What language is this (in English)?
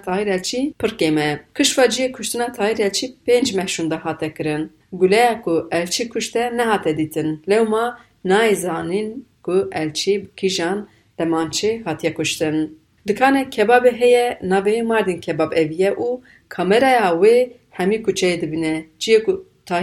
Kurdish